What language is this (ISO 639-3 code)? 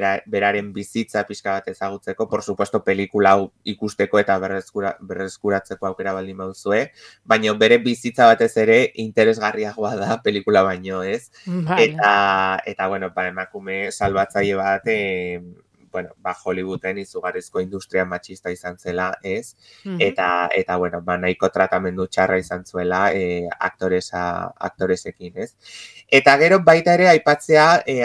eus